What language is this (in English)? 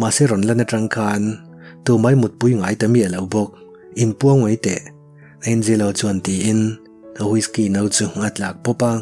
Mizo